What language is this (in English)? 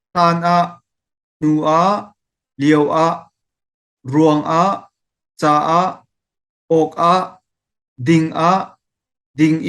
Hakha Chin